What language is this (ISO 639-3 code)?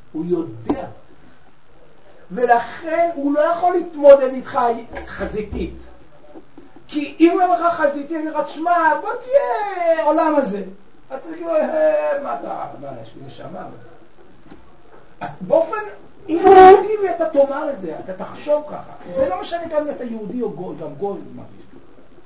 heb